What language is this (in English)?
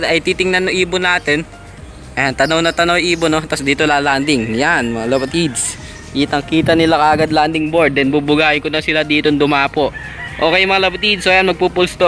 Filipino